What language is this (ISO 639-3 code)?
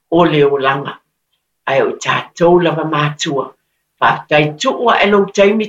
smo